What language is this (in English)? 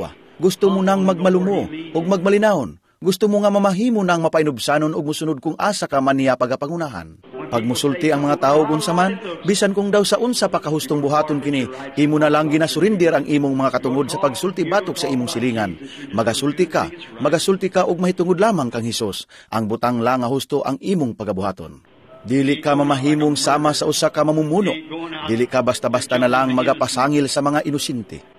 Cebuano